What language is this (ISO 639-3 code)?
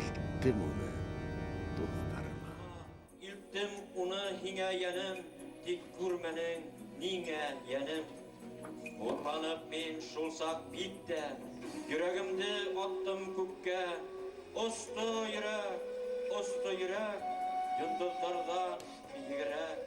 bak